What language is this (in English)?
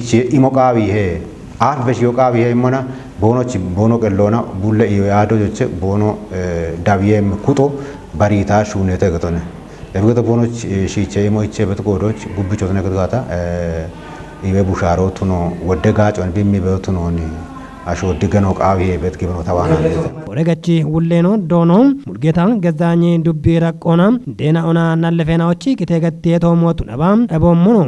Kafa